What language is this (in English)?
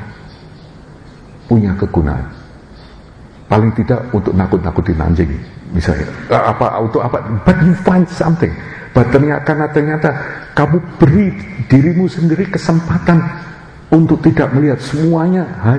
Indonesian